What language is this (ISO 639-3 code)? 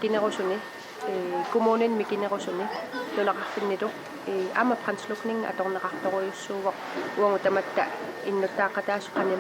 kal